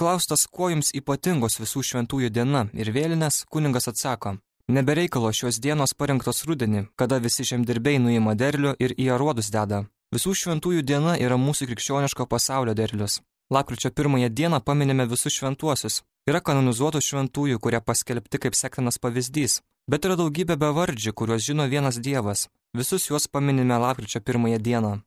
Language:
Lithuanian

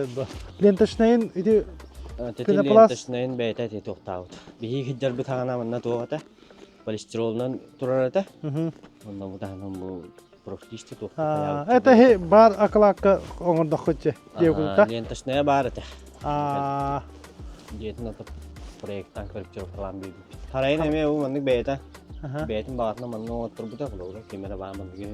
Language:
Yakut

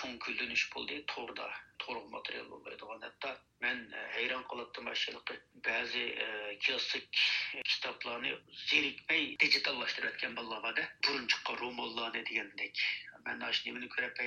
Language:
Uyghur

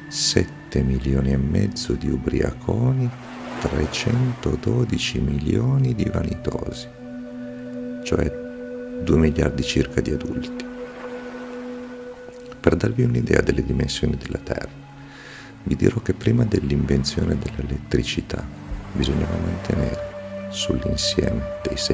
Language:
Italian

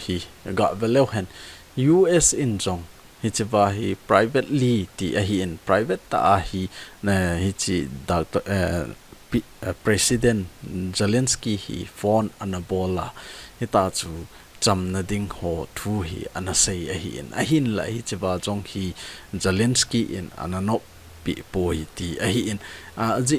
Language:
Thado Chin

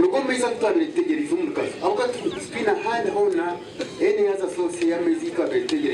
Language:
Nyankole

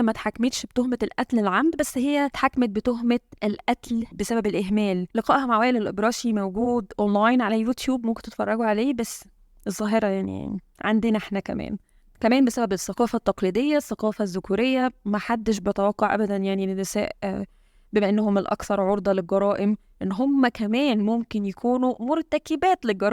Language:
Egyptian Arabic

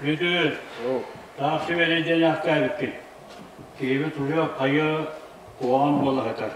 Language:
Yakut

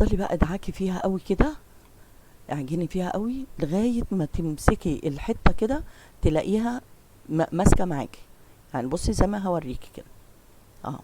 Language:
Egyptian Arabic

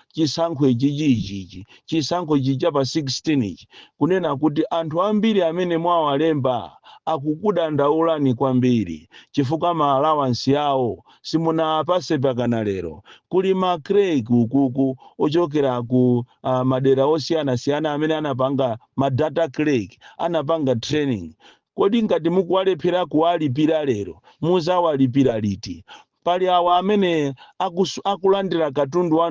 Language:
Nyanja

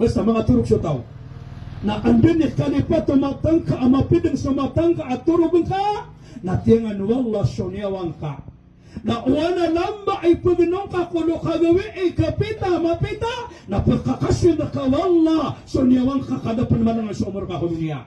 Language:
Maranao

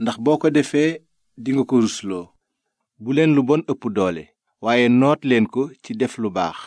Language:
Wolof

